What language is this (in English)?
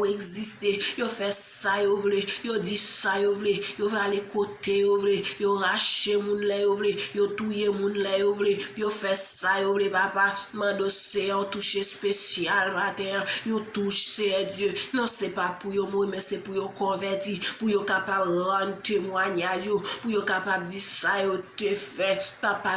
Haitian Creole